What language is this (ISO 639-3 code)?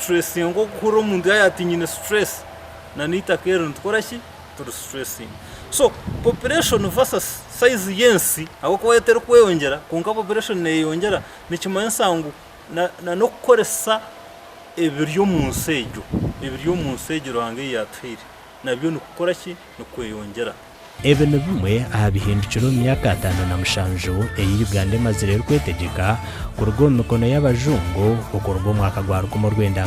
nyn